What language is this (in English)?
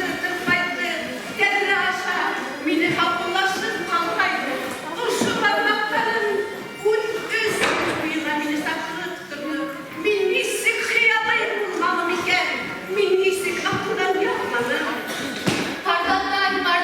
Bashkir